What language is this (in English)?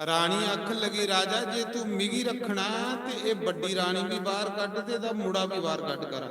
Dogri